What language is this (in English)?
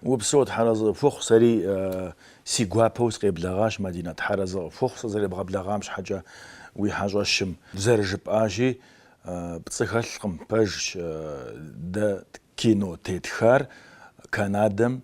Kabardian